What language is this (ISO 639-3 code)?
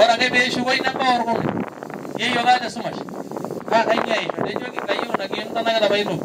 mas